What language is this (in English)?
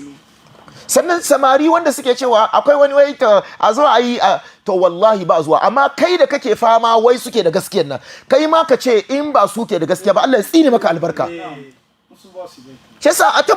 Hausa